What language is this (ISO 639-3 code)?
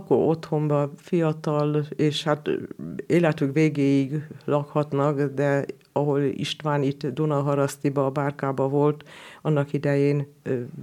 hun